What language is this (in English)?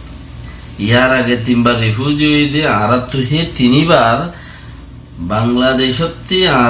Rohingya